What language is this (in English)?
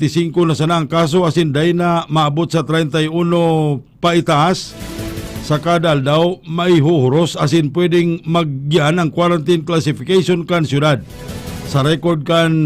Bikol